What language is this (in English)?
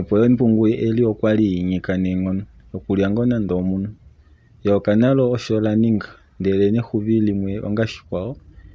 Kuanyama